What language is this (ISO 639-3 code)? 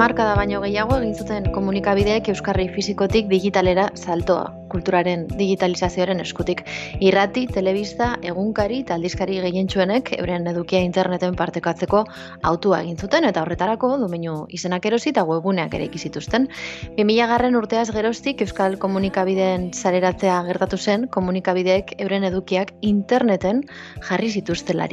eus